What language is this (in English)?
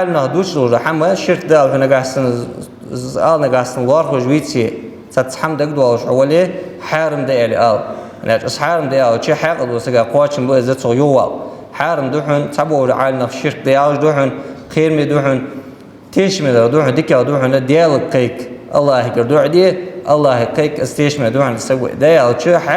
Ingush